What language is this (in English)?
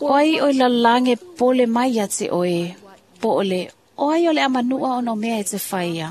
Samoan